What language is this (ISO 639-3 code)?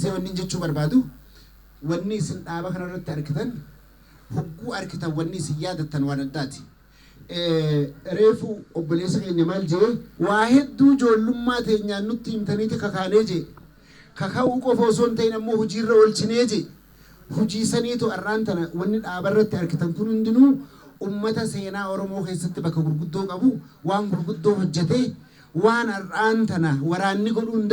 orm